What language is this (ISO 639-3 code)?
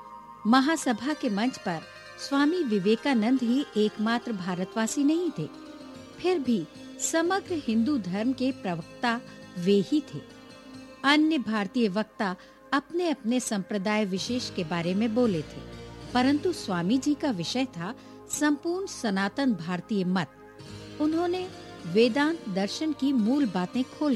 hin